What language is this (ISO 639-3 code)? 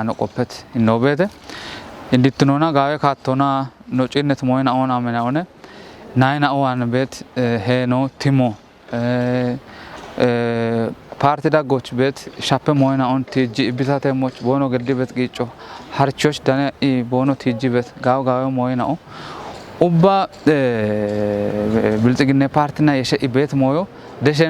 kbr